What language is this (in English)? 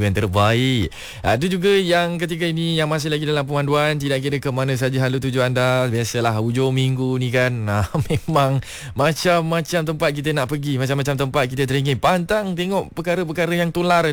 Malay